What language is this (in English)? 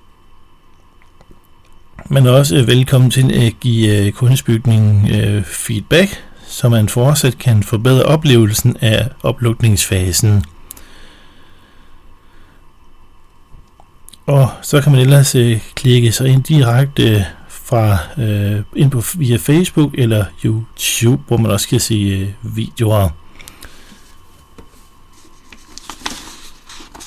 Danish